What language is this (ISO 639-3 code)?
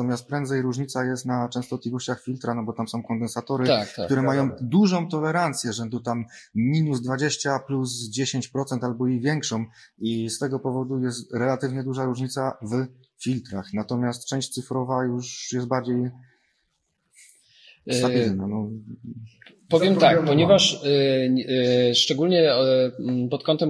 pol